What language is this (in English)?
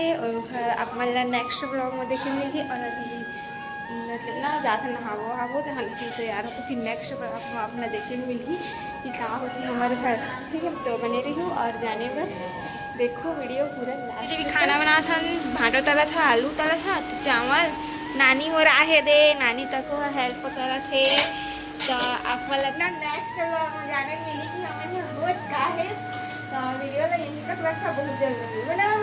Chhattisgarhi